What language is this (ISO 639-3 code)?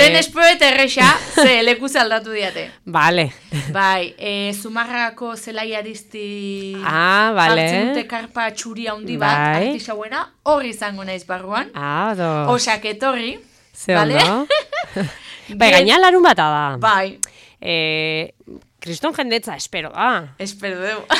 eus